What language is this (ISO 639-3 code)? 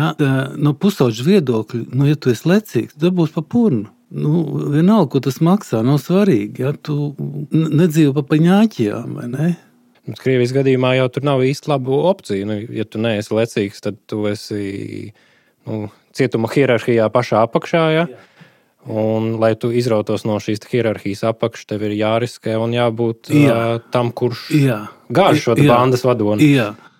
lav